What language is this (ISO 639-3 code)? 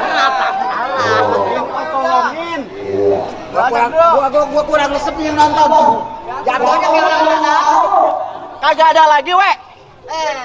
bew